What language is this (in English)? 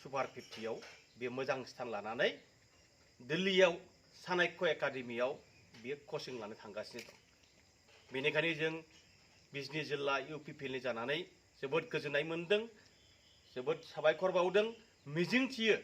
Bodo